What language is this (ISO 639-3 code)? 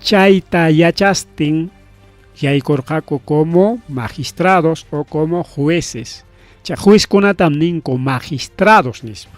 quy